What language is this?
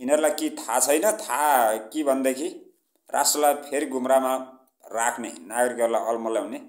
Nepali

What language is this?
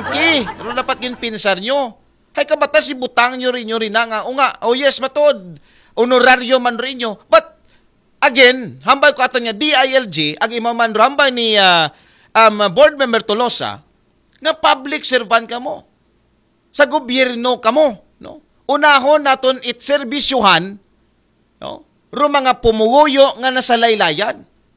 Aklanon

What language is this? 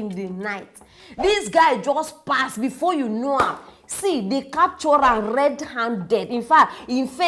Nigerian Pidgin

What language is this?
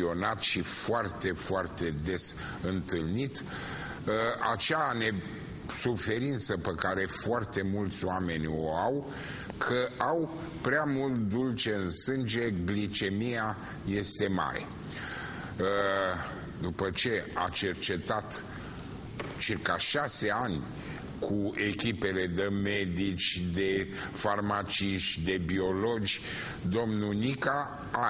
Romanian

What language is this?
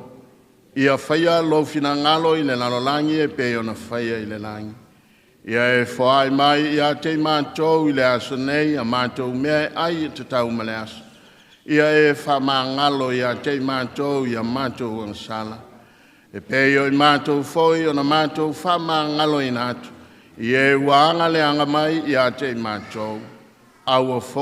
Samoan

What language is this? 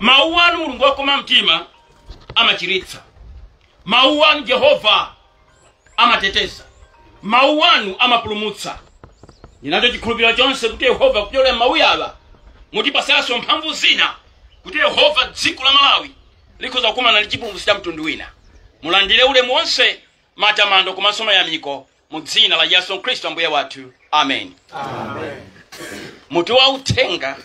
Nyanja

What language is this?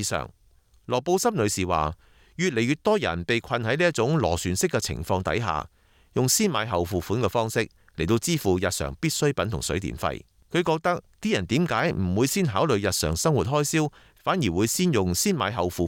Cantonese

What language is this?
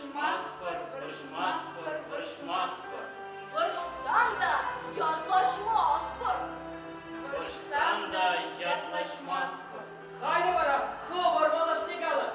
Chuvash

